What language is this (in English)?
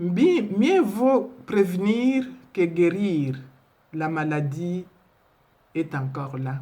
Luba-Lulua